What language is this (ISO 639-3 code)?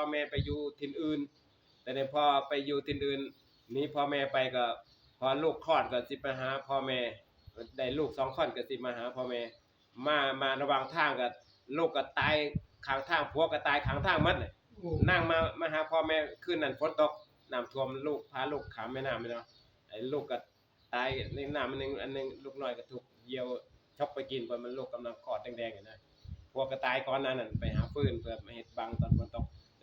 tts